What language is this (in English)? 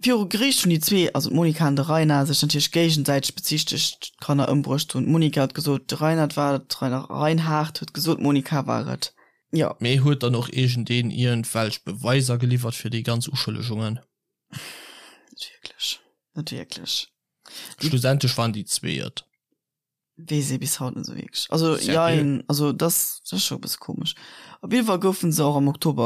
Luxembourgish